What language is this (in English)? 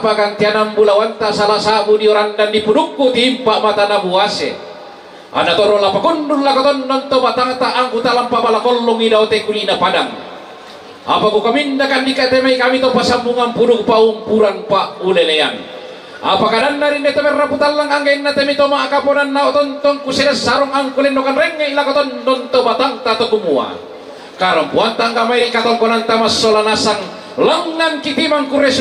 Toraja-Sa'dan